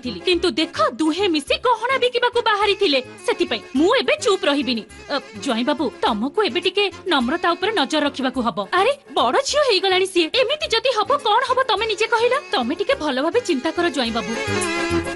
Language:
Odia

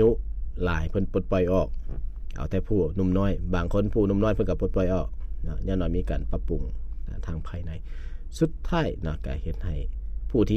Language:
Lao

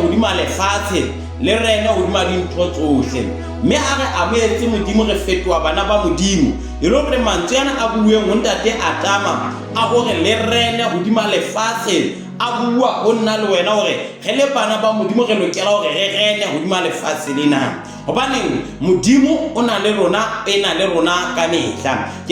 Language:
Southern Sotho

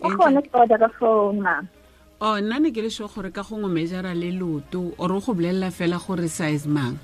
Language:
Tswana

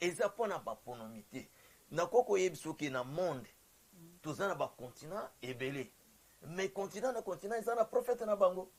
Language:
Lingala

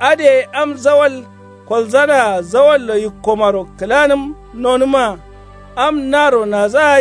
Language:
Kanuri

